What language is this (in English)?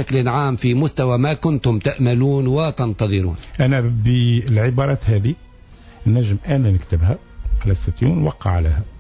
Tunisian Arabic